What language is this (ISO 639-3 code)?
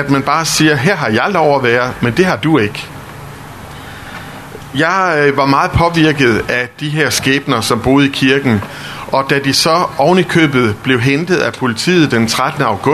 dan